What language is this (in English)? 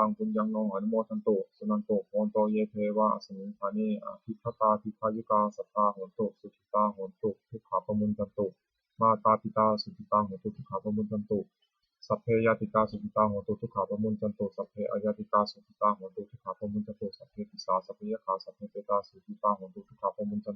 Pali